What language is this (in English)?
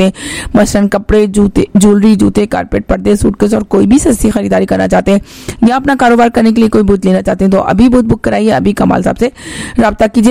Hindi